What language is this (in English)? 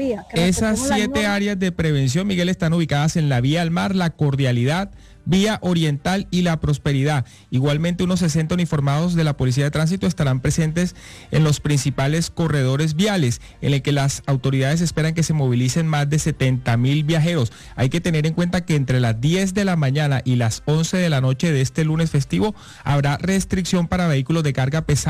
Spanish